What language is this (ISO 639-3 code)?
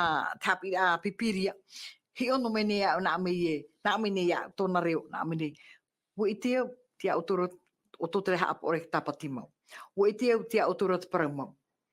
tah